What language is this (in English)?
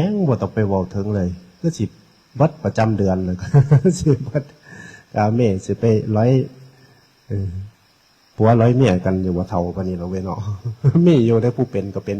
Northeastern Thai